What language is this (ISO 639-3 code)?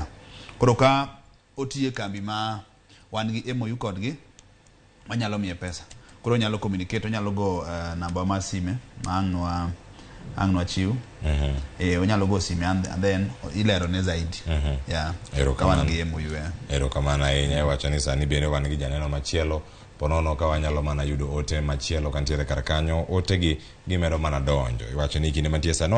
luo